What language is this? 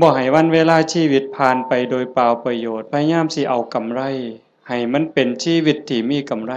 Northeastern Thai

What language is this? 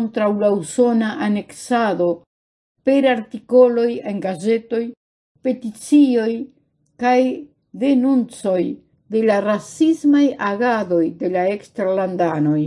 Esperanto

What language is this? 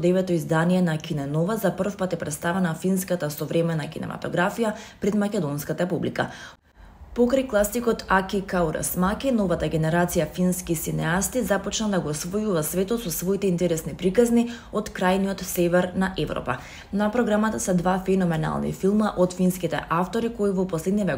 Macedonian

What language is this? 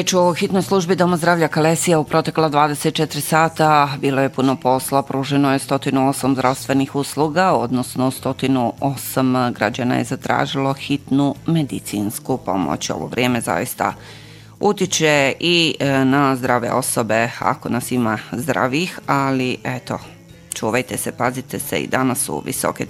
Bosnian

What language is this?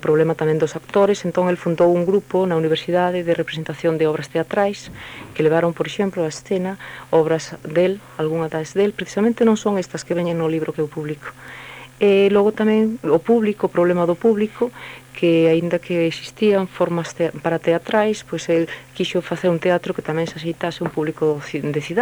Galician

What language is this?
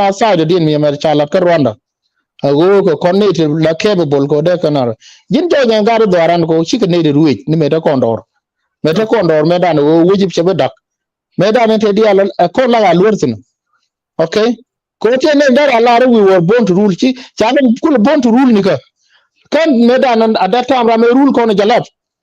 Nuer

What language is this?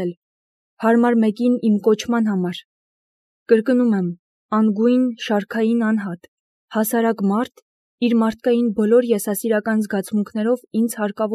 Armenian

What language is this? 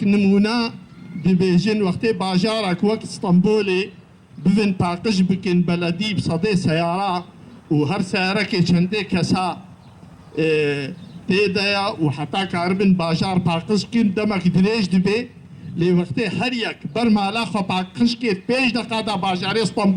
Kurdish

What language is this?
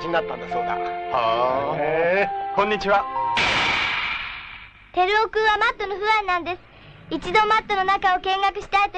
Japanese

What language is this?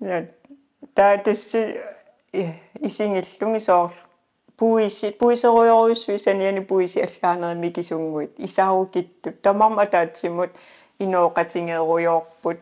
Kalaallisut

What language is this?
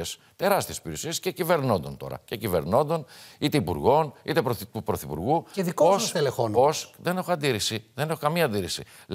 Greek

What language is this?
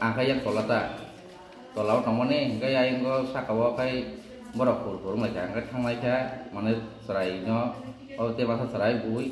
Kok Borok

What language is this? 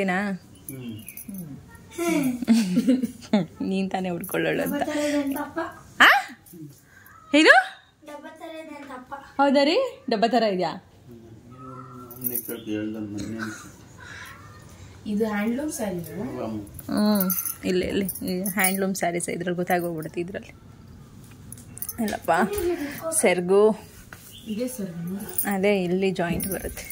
Kannada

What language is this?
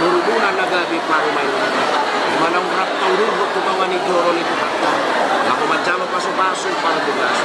Batak Toba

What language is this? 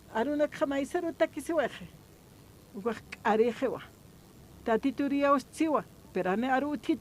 Aymara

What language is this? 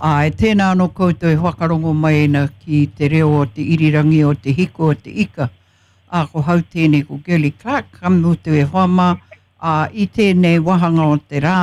Māori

